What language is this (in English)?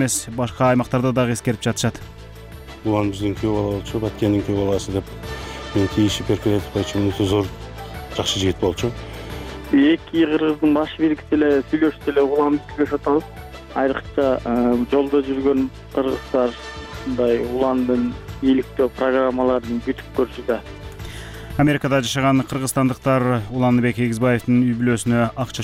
Kyrgyz